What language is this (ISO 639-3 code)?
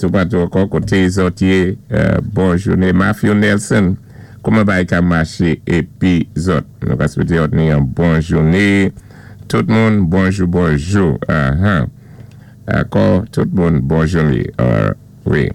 acf